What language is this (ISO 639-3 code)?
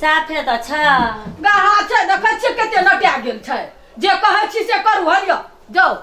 mai